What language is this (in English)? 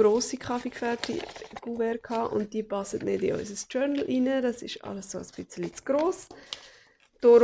Swiss German